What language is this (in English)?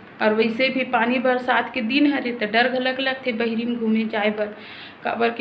Chhattisgarhi